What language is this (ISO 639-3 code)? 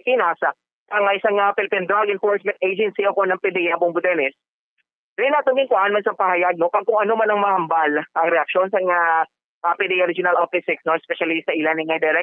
hil